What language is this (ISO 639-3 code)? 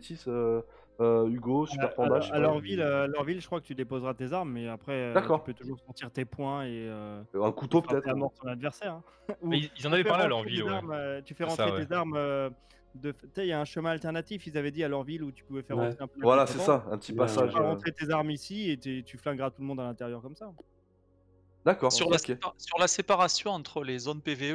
fra